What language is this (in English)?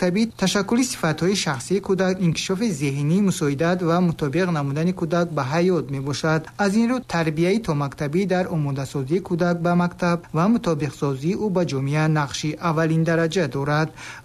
Tajik